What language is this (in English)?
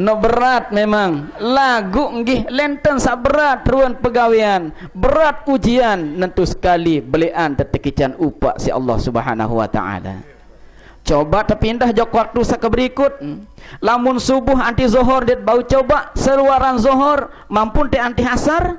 Sasak